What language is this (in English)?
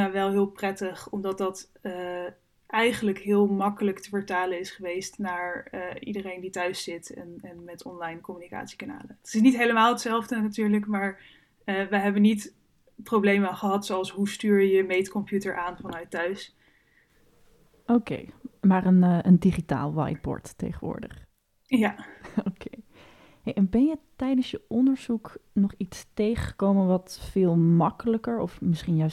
Dutch